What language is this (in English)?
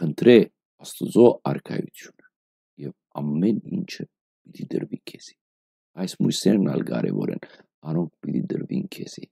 Western Armenian